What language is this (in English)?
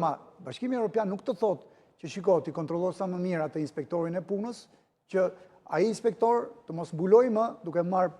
Albanian